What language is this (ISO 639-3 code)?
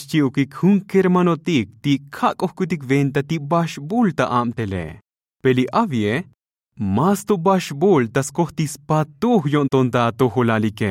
tzo